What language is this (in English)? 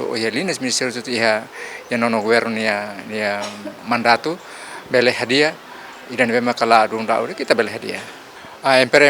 Tetum